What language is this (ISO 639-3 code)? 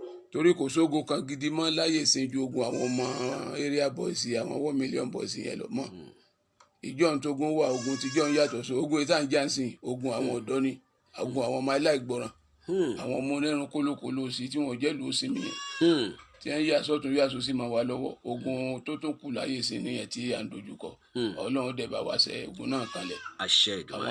yor